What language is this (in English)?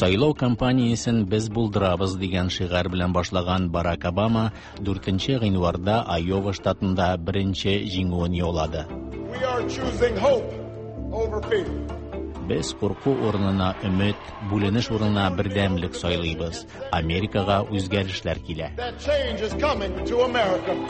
Tatar